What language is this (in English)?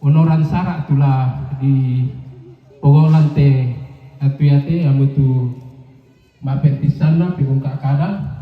Toraja-Sa'dan